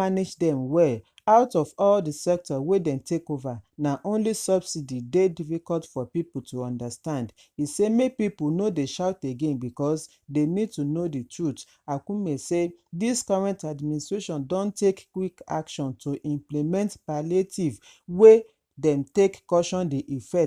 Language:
Nigerian Pidgin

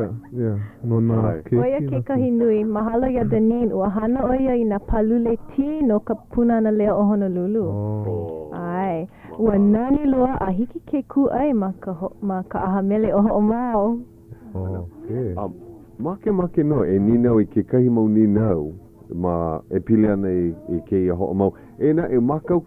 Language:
Hawaiian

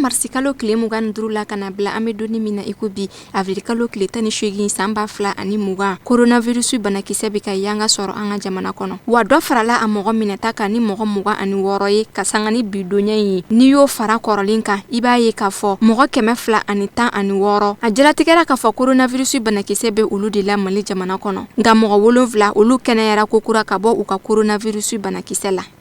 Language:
Bambara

